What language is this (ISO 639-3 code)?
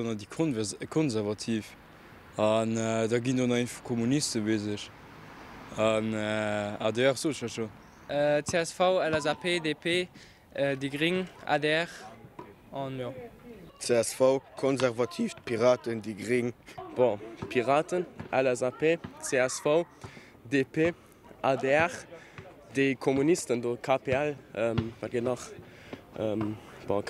ltz